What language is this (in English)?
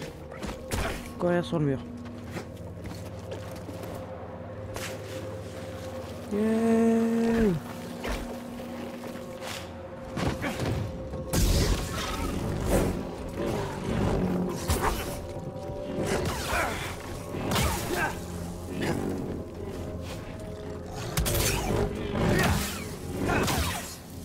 French